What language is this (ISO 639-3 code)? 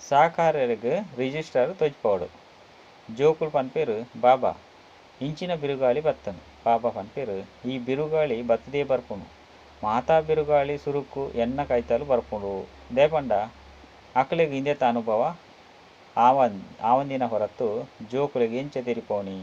tcy